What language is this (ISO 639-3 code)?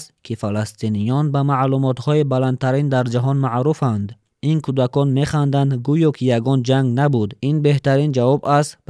tgk